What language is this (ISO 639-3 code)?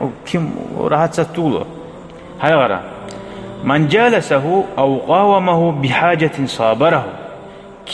kum